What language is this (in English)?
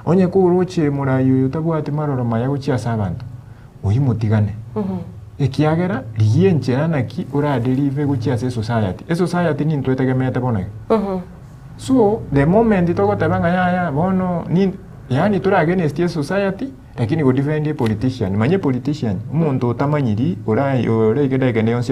Gusii